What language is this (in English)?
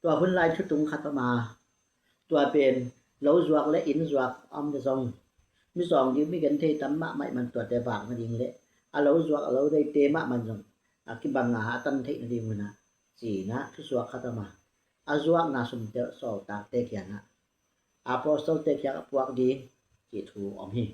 Tedim Chin